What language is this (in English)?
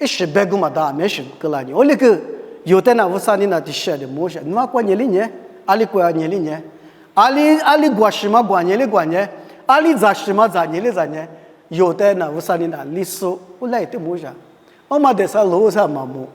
Lisu